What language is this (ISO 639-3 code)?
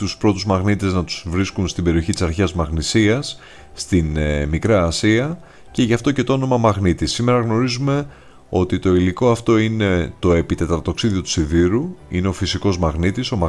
ell